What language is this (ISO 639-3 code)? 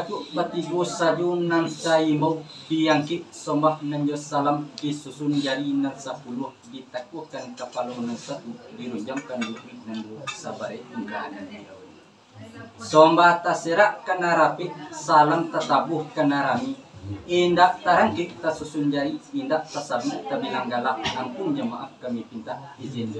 min